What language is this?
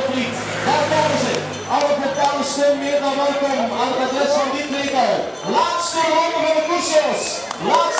Dutch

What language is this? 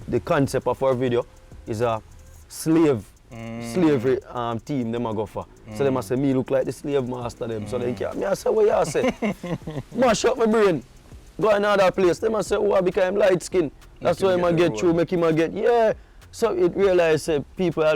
Jamaican Creole English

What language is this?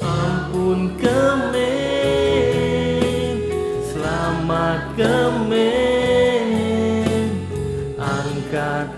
Iban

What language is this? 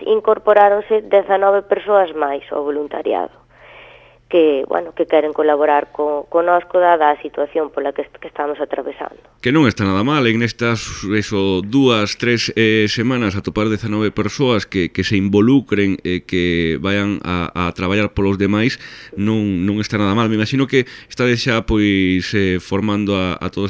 Galician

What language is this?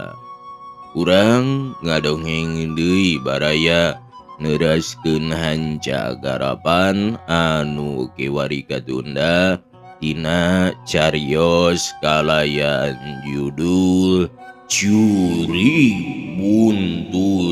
Sundanese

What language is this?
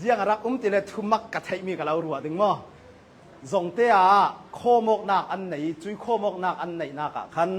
Hakha Chin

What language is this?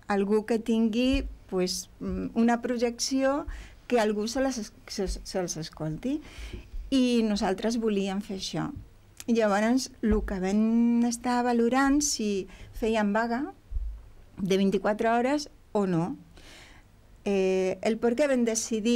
Catalan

